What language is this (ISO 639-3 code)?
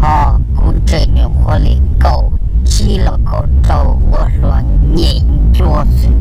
hmn